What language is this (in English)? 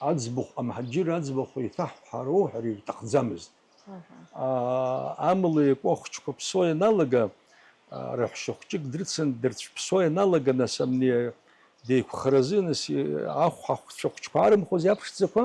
Abkhazian